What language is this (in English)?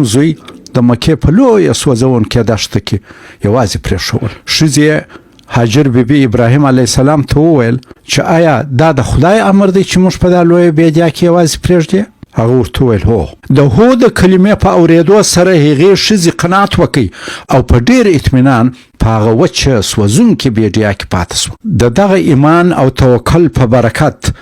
Pashto